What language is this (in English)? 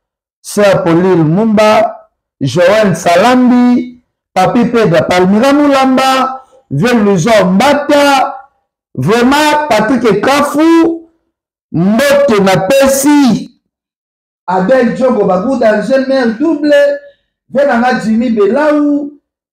Lingala